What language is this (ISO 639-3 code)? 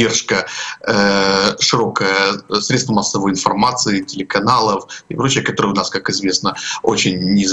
rus